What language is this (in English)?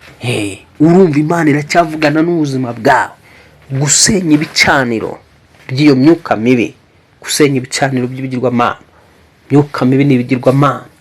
Kinyarwanda